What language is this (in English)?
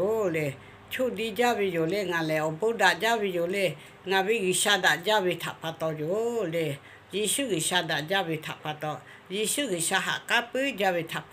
Lahu